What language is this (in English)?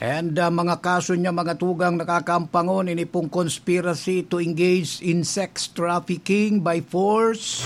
Bikol